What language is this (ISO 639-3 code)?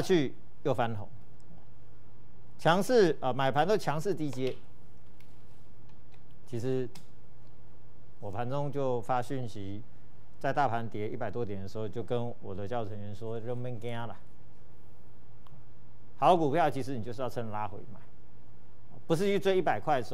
zho